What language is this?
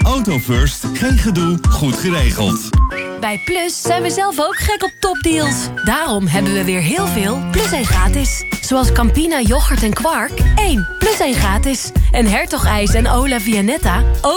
Dutch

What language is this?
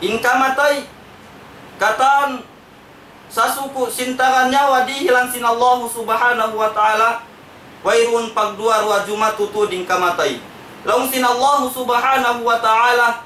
Tausug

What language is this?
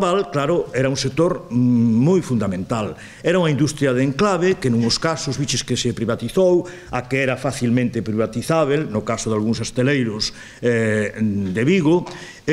Galician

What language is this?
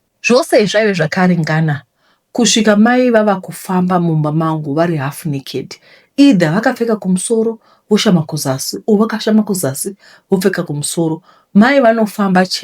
Shona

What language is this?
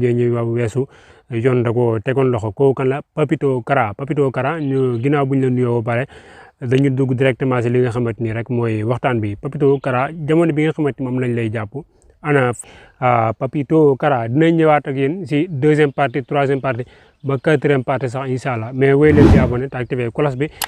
Wolof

